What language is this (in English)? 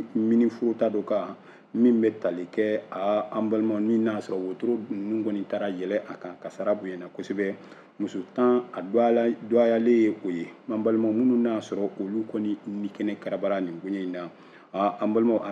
Bambara